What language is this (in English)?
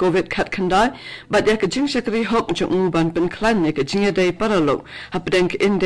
Khasi